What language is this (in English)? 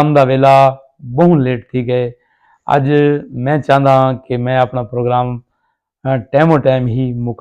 Saraiki